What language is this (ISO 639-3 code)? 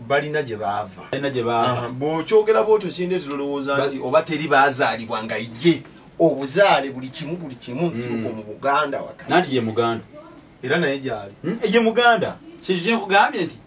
lug